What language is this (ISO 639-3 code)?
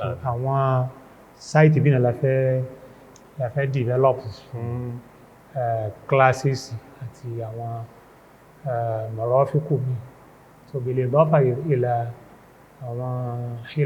yor